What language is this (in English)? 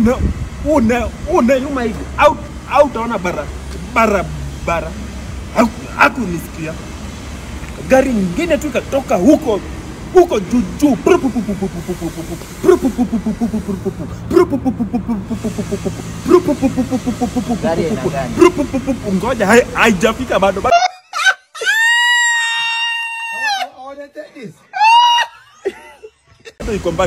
Swahili